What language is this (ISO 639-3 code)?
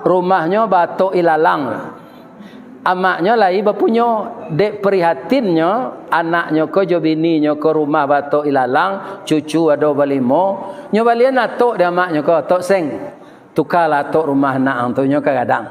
min